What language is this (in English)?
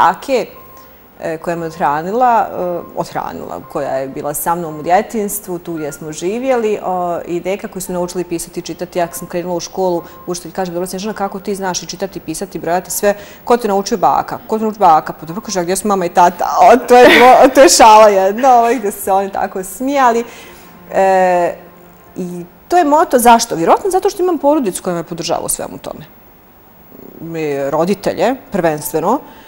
Bosnian